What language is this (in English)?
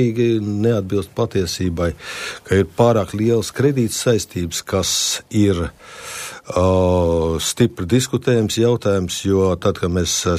Latvian